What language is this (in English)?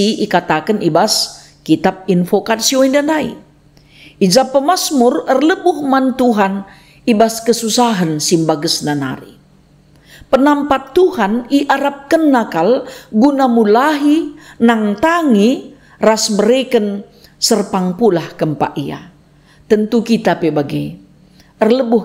Batak Karo